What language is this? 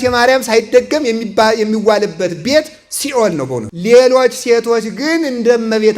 Amharic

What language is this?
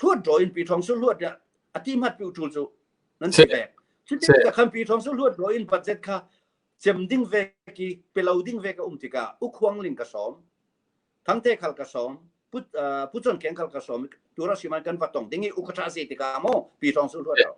Hakha Chin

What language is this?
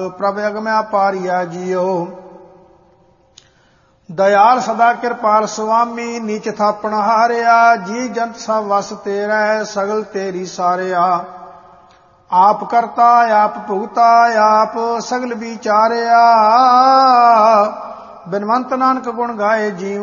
Punjabi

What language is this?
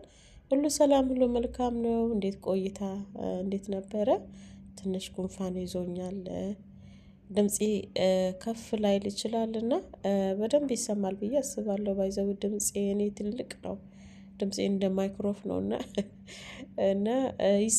Amharic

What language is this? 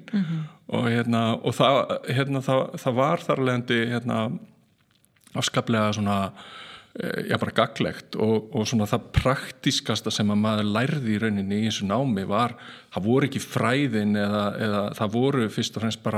Icelandic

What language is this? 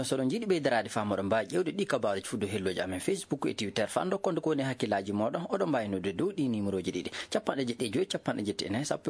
Fula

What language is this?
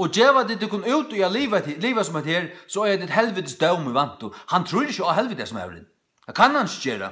Faroese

